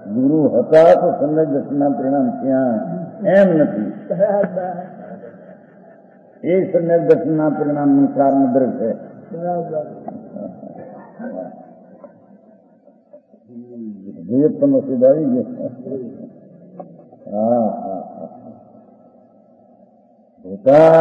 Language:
Gujarati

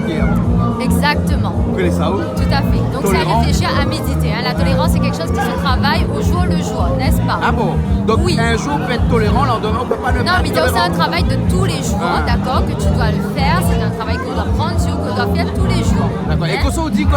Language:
Réunion Creole French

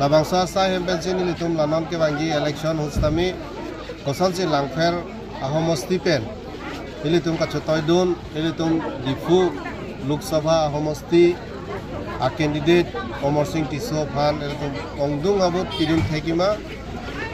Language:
Karbi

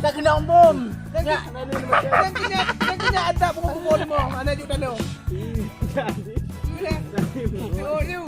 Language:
Achinese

